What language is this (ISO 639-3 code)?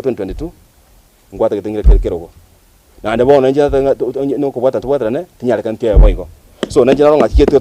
guz